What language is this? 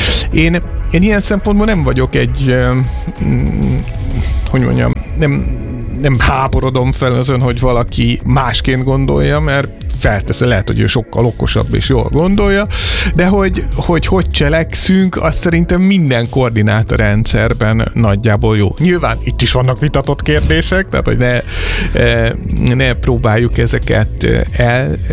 Hungarian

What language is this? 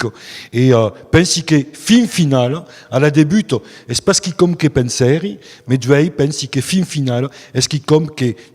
Occitan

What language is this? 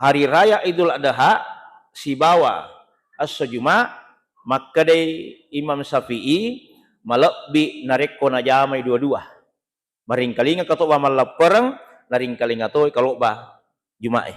Buginese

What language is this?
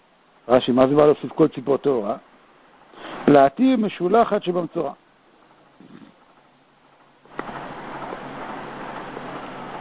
Hebrew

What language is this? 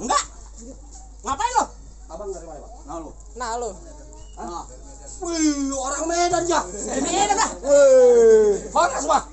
Betawi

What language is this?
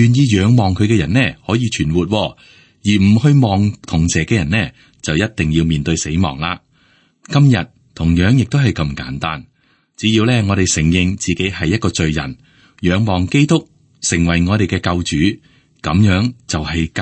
Cantonese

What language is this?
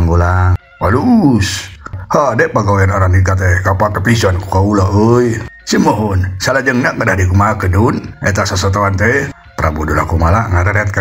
Sundanese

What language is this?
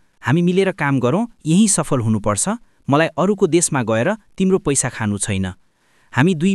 Nepali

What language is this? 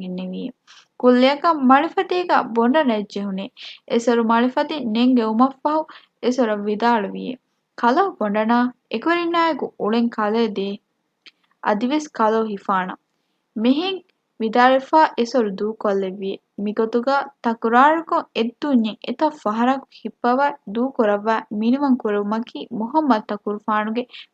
Divehi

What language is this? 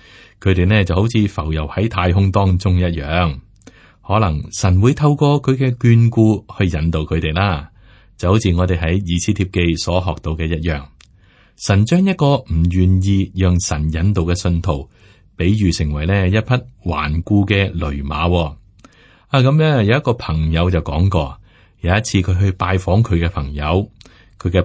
Cantonese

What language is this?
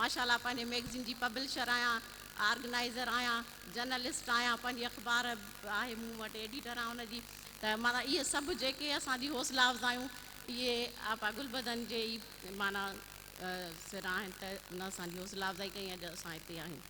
Sindhi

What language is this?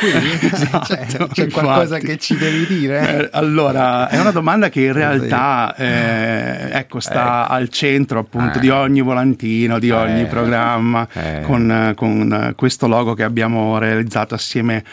Italian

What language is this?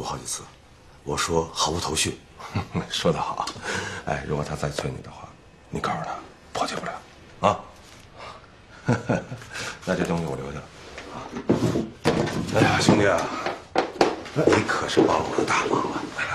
Chinese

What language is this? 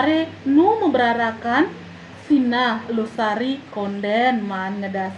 Balinese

